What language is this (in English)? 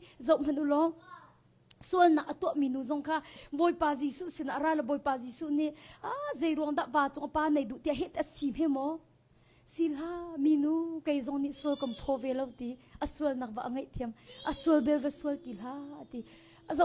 Hakha Chin